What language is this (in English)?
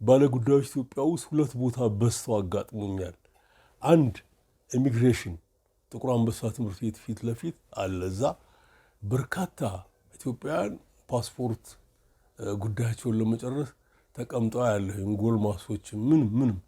Amharic